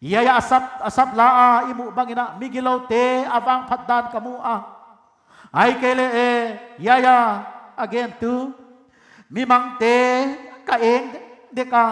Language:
Paite Chin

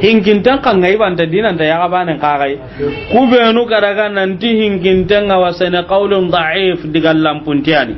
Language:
Soninke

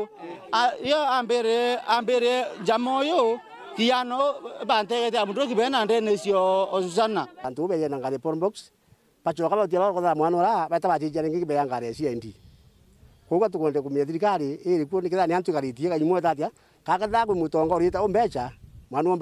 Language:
Meru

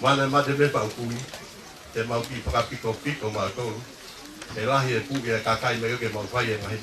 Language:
Tongan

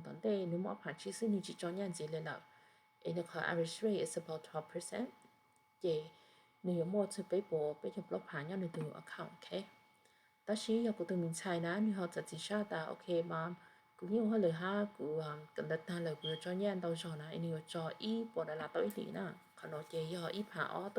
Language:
Hmong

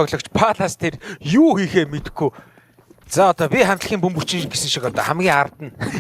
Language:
Mongolian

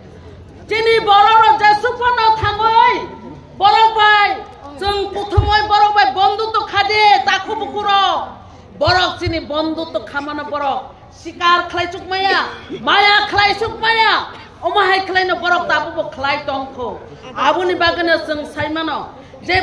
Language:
Kok Borok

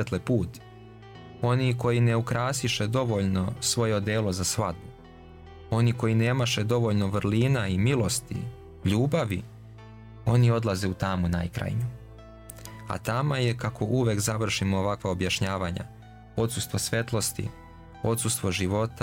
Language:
Serbian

